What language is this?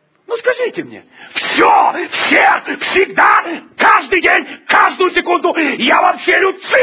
Russian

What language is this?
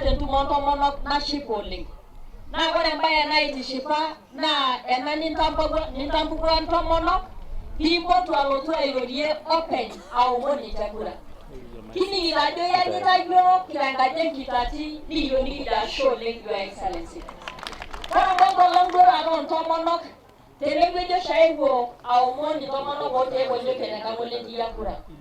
Masai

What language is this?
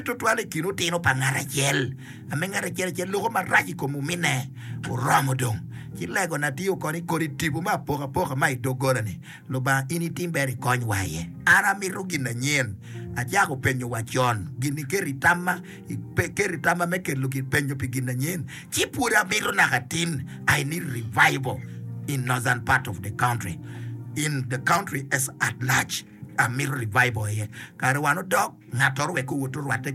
Acoli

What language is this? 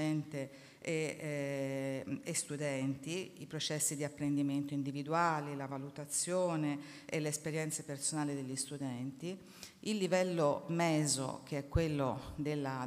Italian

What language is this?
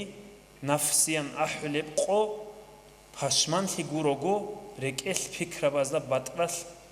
Avaric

